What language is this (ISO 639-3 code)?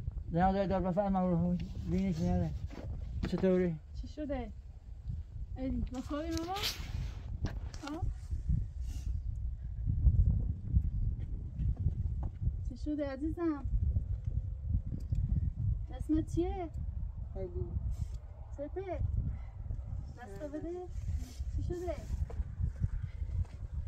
fas